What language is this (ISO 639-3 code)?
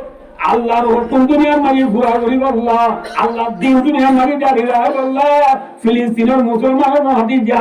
rhg